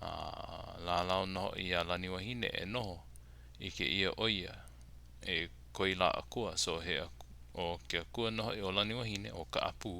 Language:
Hawaiian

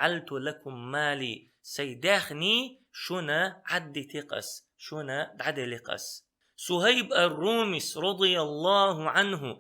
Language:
Chechen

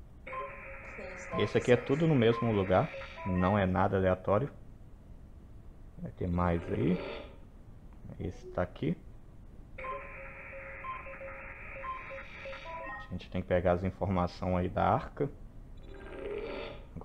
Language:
Portuguese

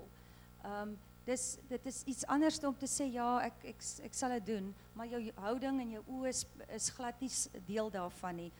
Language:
Afrikaans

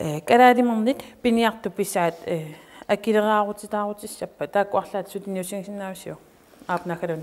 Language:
Kalaallisut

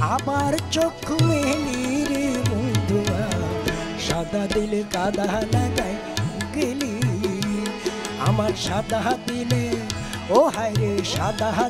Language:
Bangla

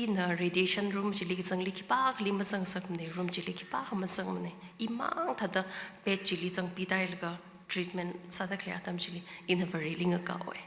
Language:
Tangkhul Naga (India)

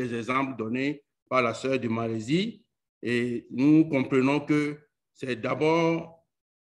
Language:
French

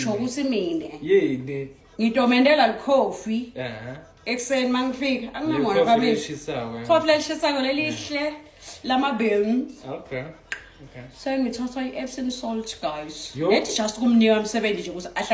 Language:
Zulu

